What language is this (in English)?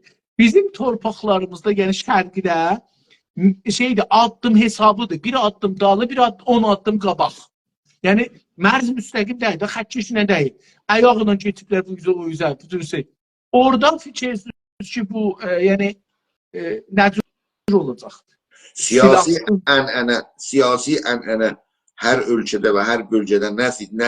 South Azerbaijani